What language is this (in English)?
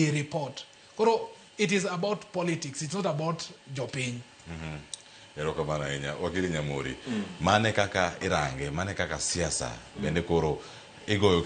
Luo (Kenya and Tanzania)